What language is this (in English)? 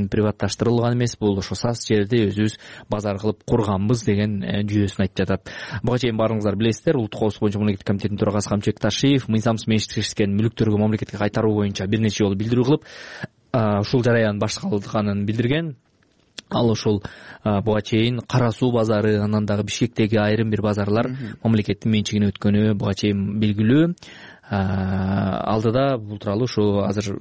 Kyrgyz